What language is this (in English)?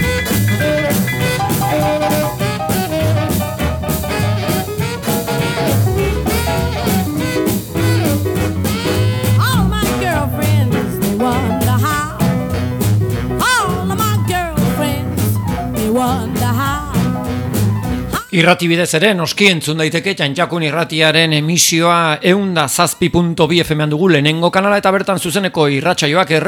Basque